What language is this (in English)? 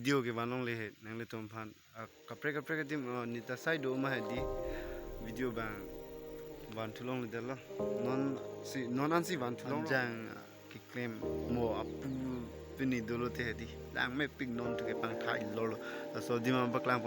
Karbi